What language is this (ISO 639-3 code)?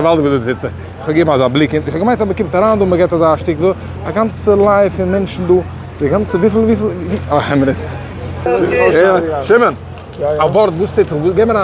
yid